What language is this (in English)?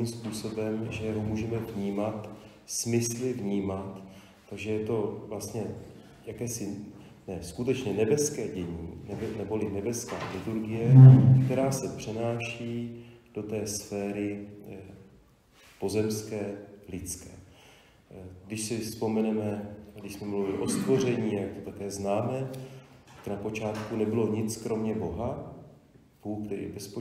Czech